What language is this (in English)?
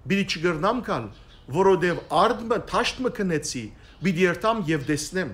Western Armenian